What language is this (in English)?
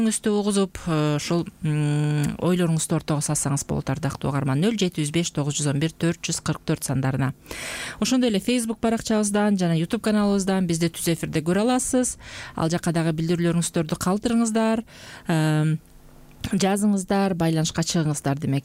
Kyrgyz